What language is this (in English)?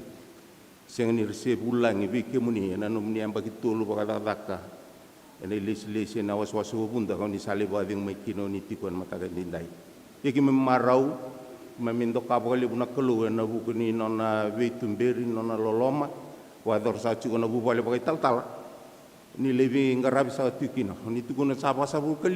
Fijian